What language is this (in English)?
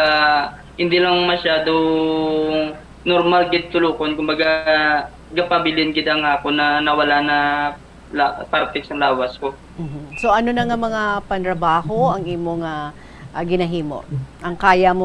Hiligaynon